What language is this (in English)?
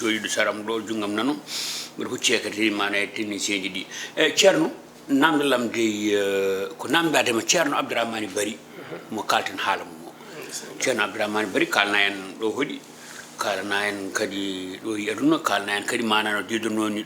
Fula